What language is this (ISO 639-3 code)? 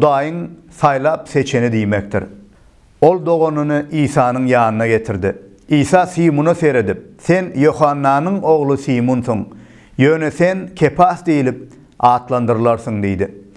tuk